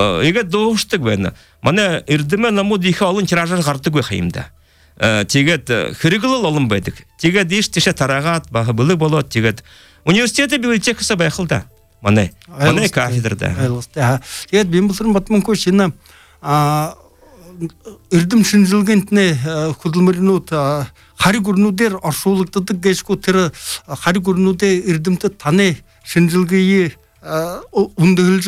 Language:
Buriat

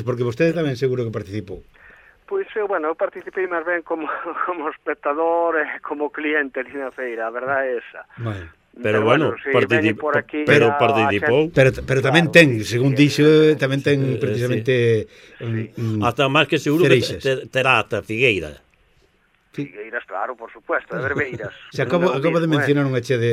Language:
Galician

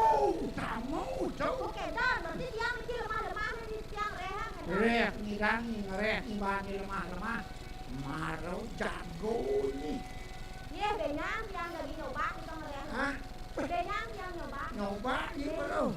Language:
Balinese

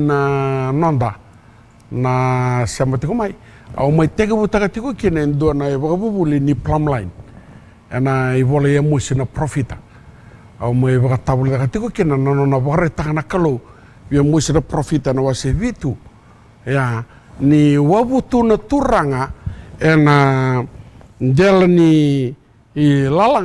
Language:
Fijian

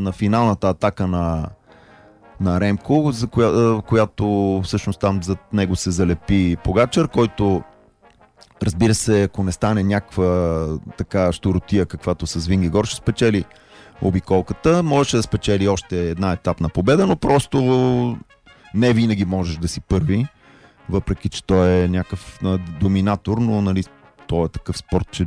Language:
Bulgarian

